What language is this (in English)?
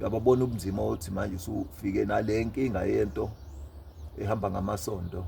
Zulu